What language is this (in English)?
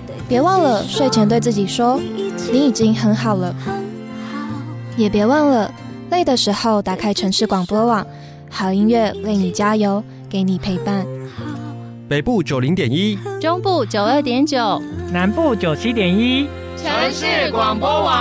Chinese